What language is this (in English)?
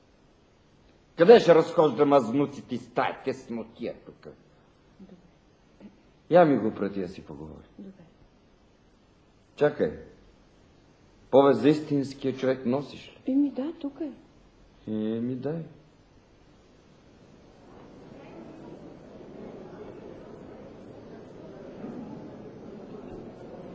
Bulgarian